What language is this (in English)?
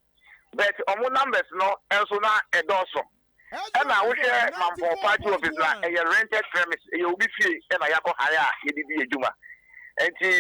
Akan